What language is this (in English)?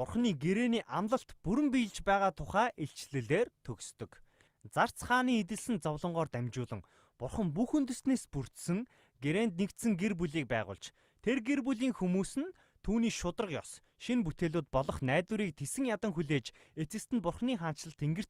Mongolian